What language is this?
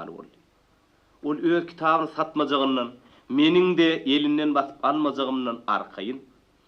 Turkmen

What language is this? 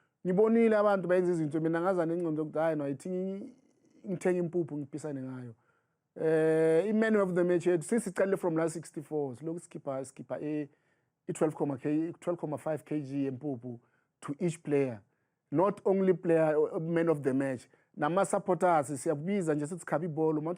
Zulu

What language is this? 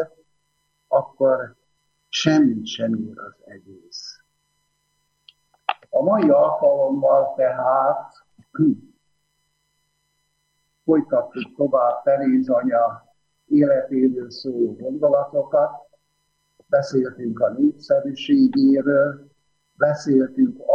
Hungarian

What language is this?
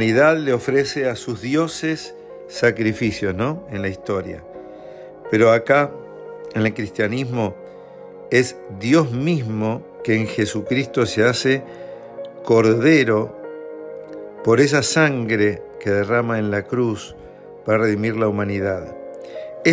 Spanish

